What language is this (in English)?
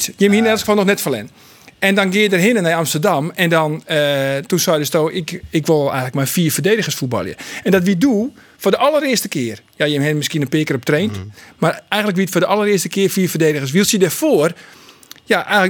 Western Frisian